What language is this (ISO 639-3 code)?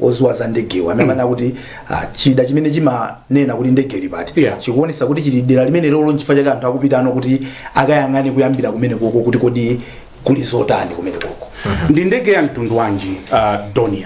nya